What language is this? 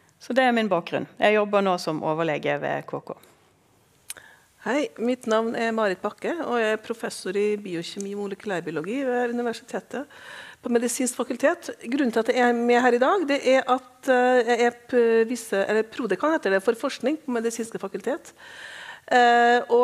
Norwegian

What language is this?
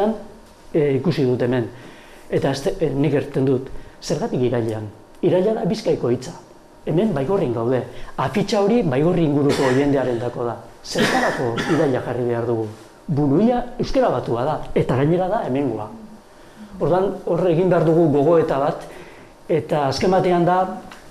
Basque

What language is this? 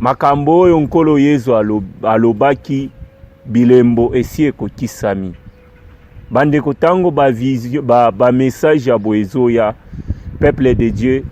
Lingala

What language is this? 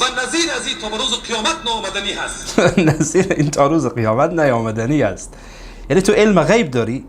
Persian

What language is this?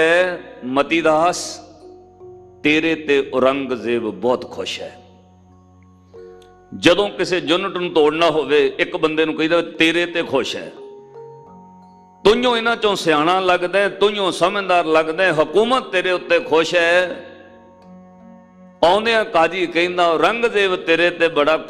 Punjabi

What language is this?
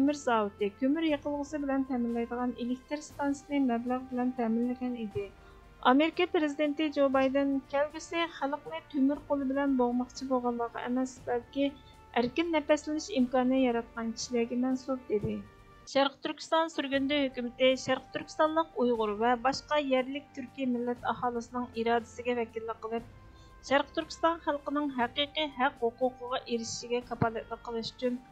Uyghur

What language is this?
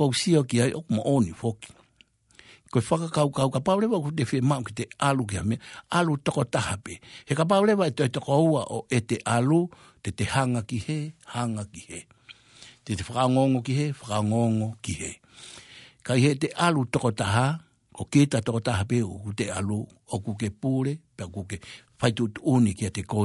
Tongan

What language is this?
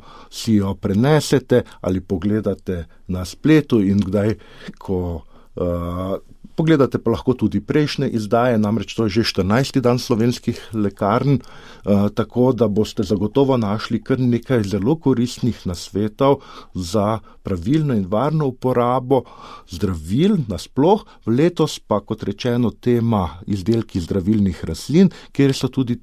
Slovenian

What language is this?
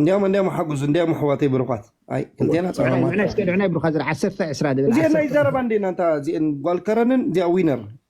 Tigrinya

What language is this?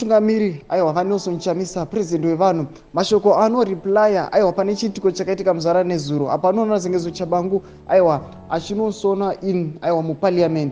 Shona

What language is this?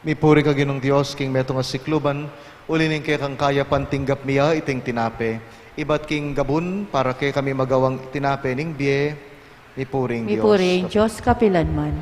Pampanga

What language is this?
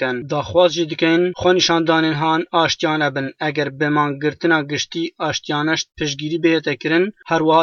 Kurdish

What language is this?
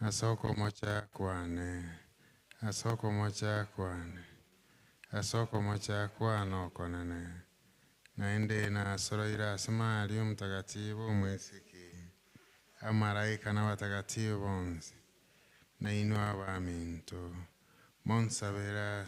Gusii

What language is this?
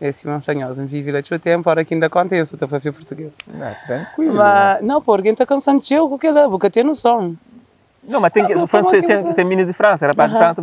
Kabuverdianu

